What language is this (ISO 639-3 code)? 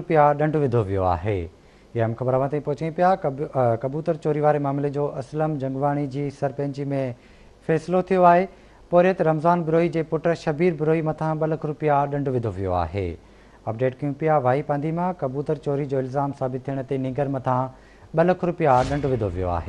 snd